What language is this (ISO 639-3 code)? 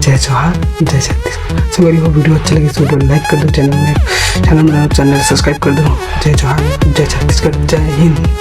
hne